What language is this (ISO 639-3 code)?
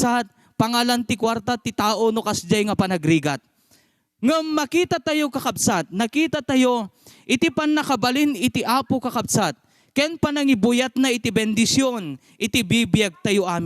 ilo